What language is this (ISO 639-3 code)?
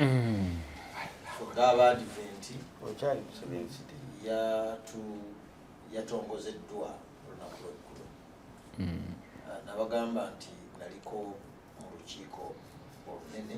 lug